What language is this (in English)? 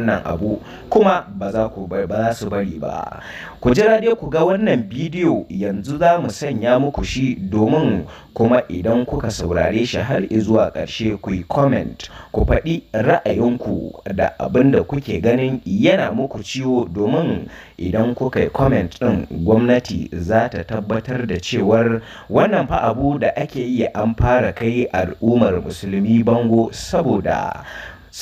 Hausa